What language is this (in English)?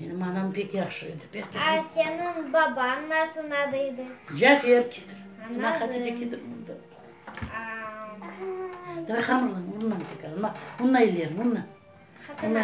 Crimean Tatar